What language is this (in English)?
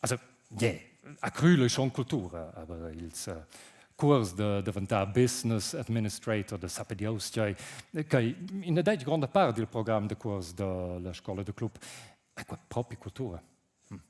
Romansh